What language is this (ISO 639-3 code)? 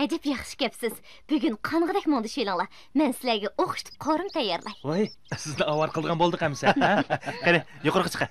uig